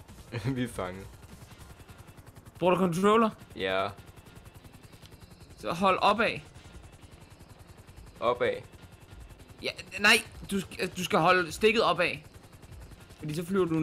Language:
Danish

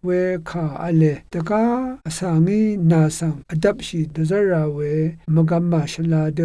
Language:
Rawang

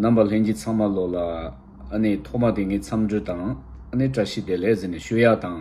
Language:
Tibetan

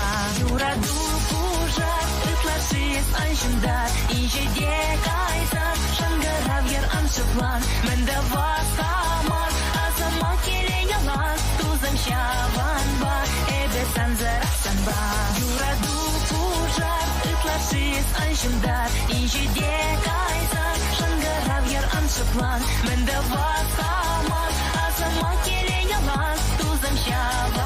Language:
Chuvash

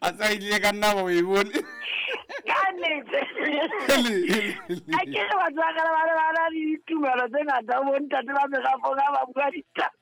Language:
Southern Sotho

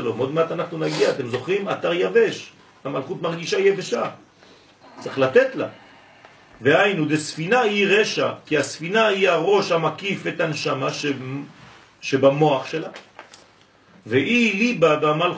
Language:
Hebrew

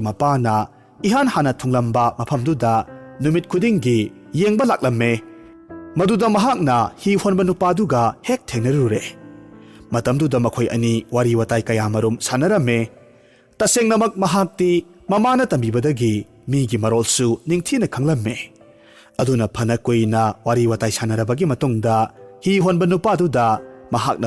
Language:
Manipuri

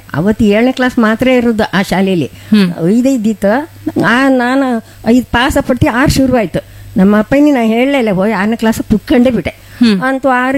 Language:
Kannada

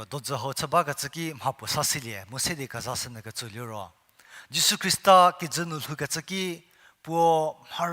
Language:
Angami Naga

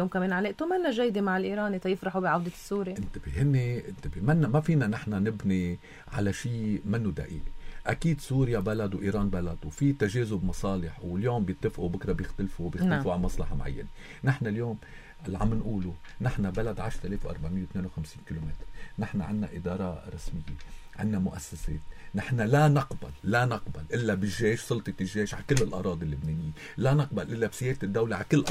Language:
North Levantine Arabic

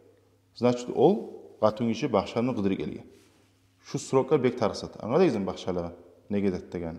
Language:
Kumyk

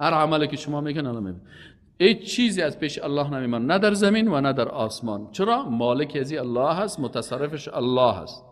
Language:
Persian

